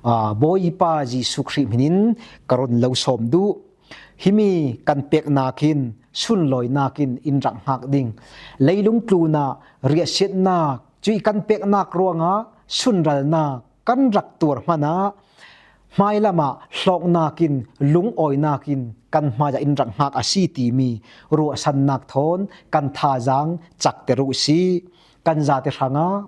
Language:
Falam Chin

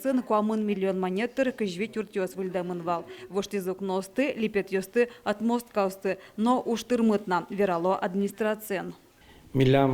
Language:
Udmurt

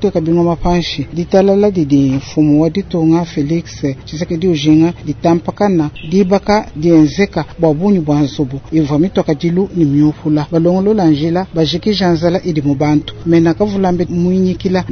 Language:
Luba-Lulua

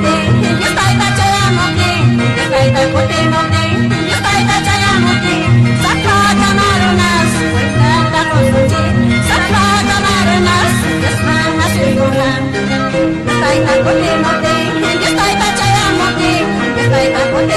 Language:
Ayacucho Quechua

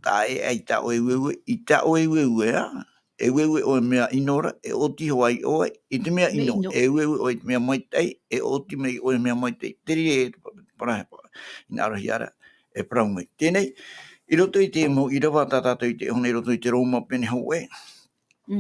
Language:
Tahitian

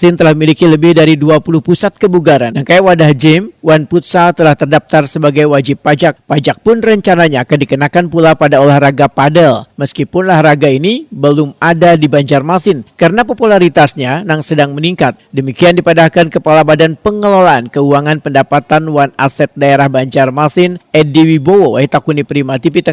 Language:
Banjar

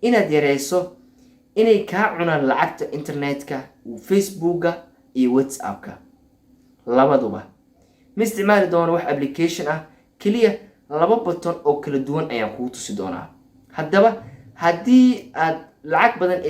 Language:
Somali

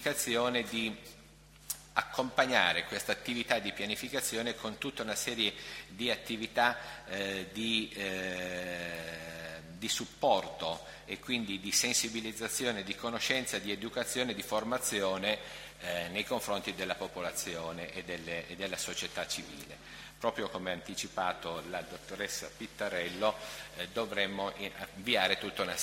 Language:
Italian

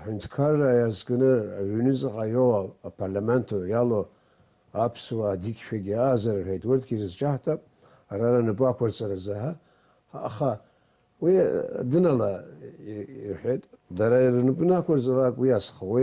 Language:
Abkhazian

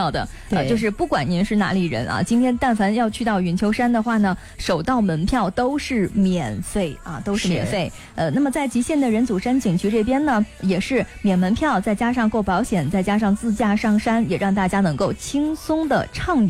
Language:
Chinese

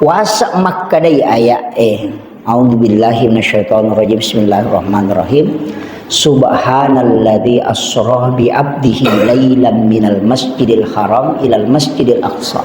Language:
Buginese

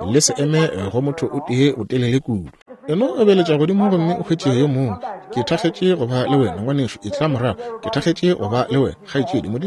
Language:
Northern Sotho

